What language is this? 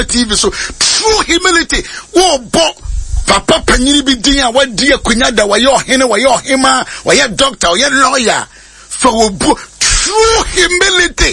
Akan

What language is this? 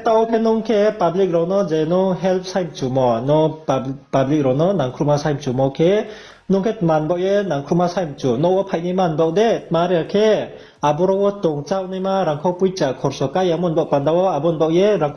Riang (India)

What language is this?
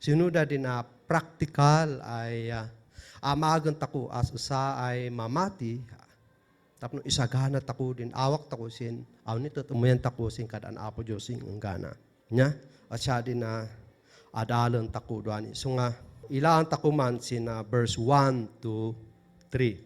Kankanaey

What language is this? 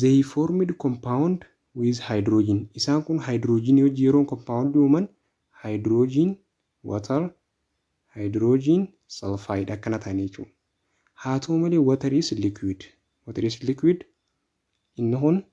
Oromo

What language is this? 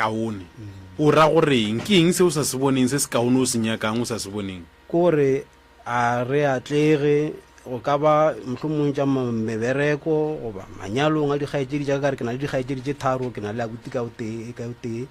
Northern Sotho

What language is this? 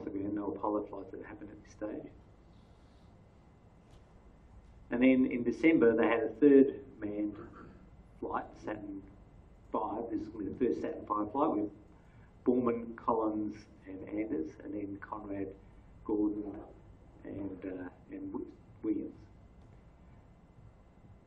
English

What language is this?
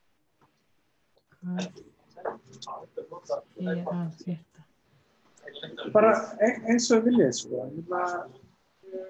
Icelandic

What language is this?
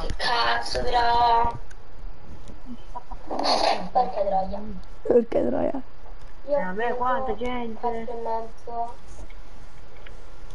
Italian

